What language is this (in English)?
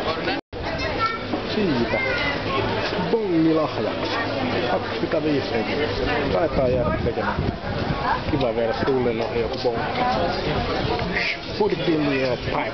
Finnish